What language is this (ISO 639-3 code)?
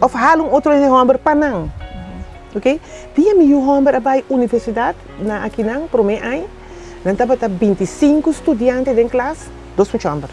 pap